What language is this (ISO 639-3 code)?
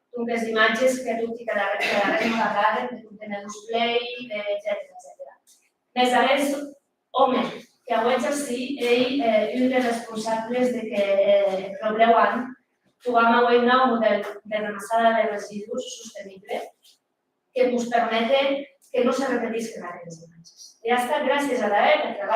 oci